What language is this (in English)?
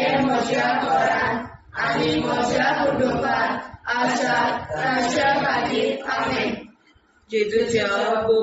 Konkani